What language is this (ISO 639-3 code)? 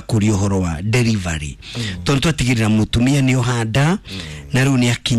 kik